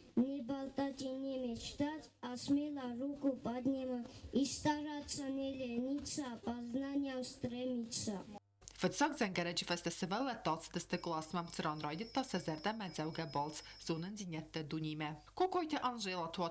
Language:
Ossetic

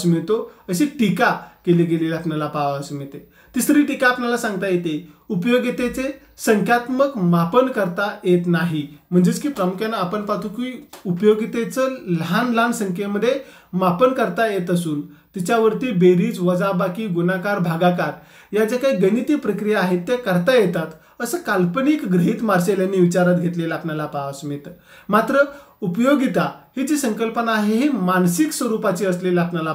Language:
Marathi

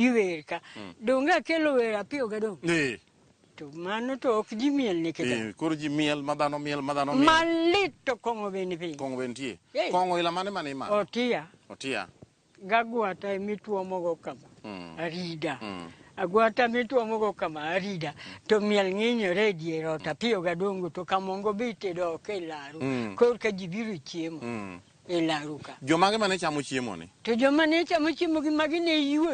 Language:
Luo (Kenya and Tanzania)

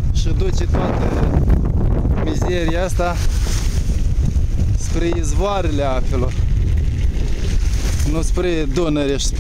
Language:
Romanian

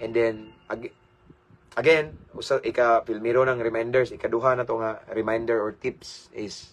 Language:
Cebuano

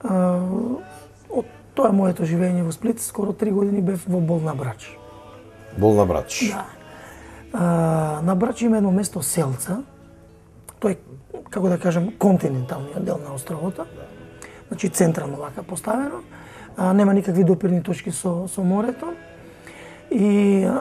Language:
Macedonian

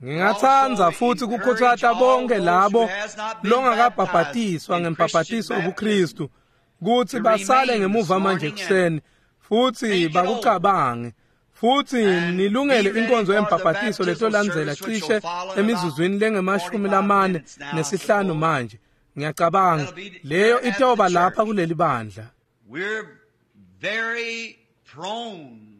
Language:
Swati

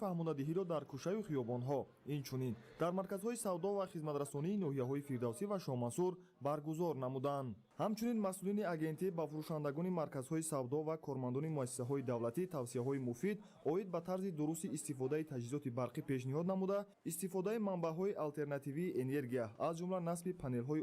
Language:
Tajik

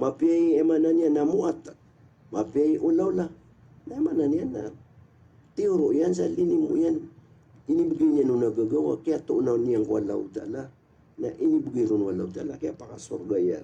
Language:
Maranao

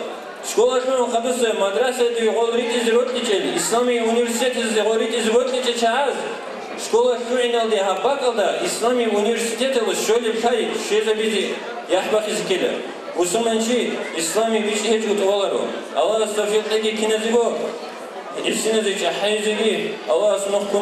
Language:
Avaric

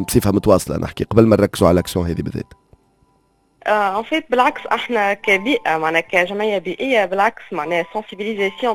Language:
Tunisian Arabic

